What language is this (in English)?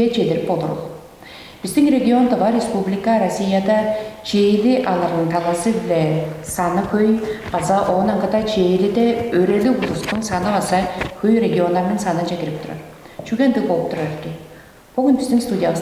Tuvinian